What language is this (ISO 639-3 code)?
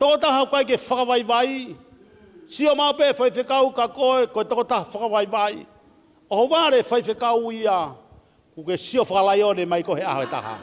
ton